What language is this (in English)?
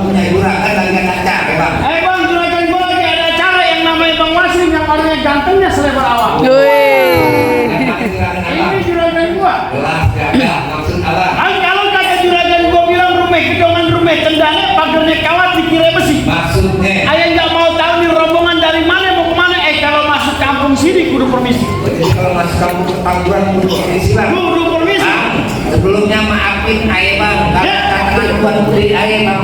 Betawi